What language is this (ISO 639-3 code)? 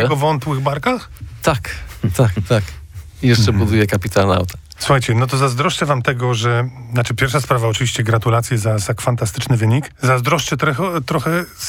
pol